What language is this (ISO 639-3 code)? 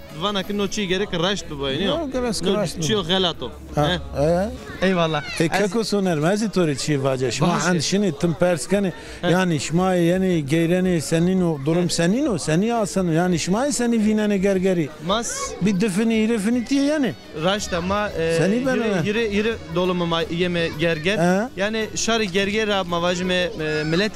zza